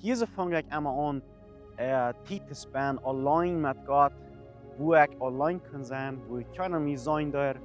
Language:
Plautdietsch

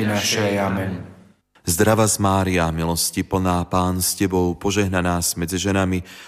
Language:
Slovak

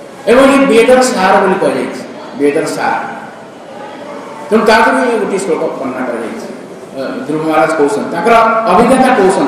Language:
Odia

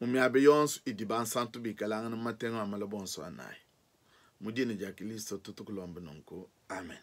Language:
Luba-Lulua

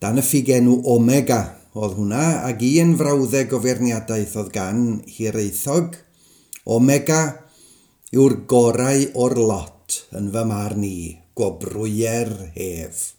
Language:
Welsh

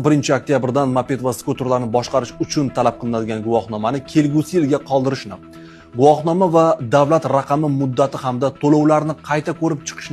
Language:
Uzbek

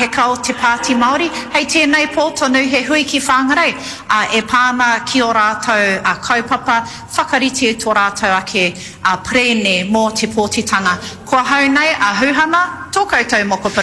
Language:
Māori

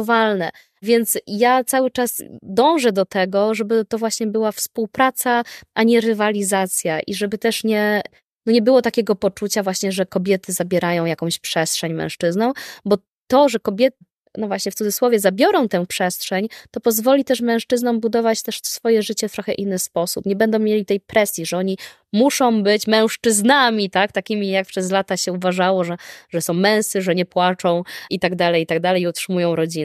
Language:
Polish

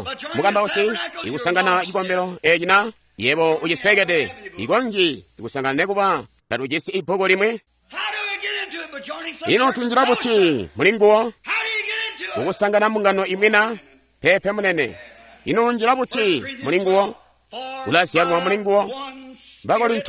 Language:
Tonga (Zambia)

